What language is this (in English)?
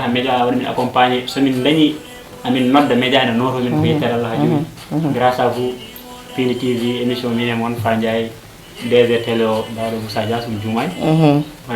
Fula